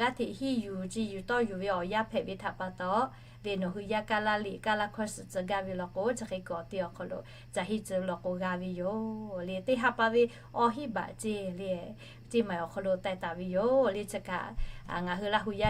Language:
Lahu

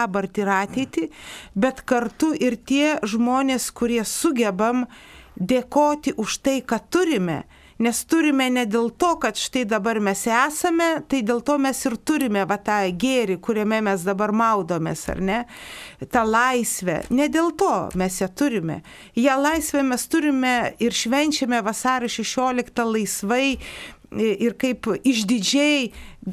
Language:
Lithuanian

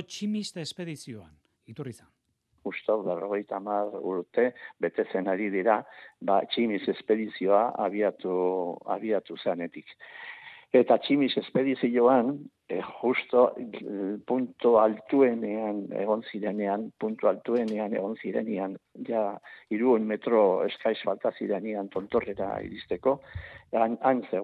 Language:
Basque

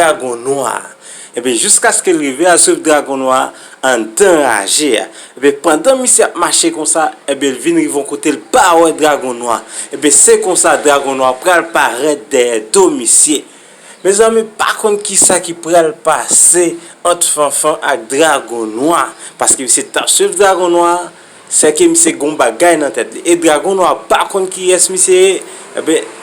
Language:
Haitian Creole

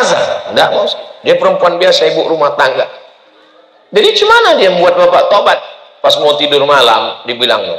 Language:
Indonesian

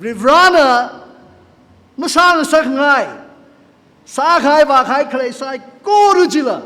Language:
Tangkhul Naga (India)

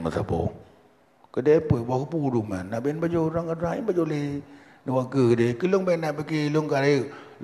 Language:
Achinese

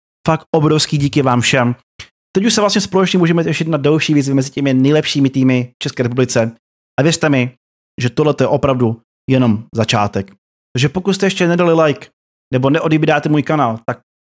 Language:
Czech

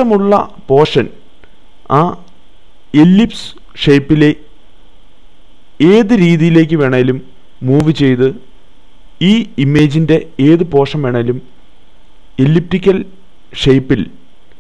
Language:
Malayalam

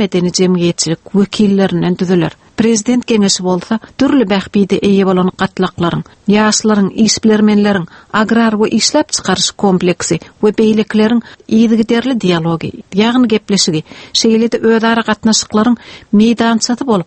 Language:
Turkmen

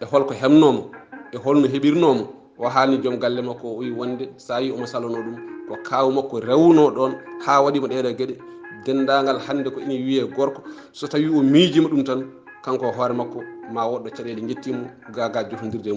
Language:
Fula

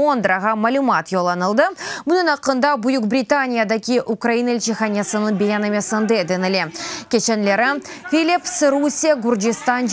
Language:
Crimean Tatar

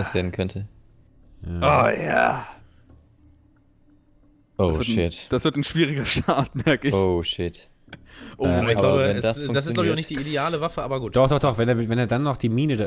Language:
German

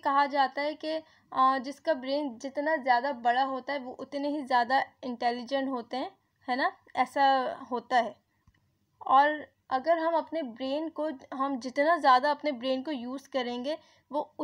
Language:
Hindi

